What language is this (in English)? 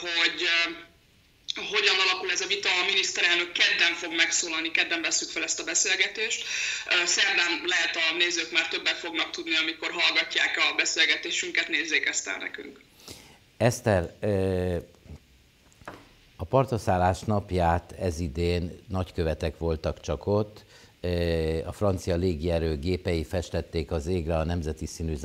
Hungarian